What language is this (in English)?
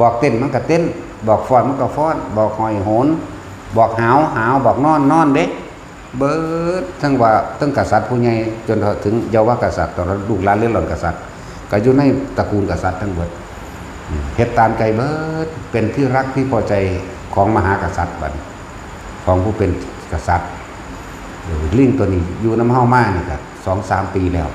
Northeastern Thai